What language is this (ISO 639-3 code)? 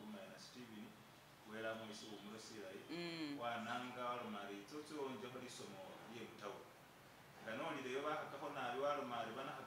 myx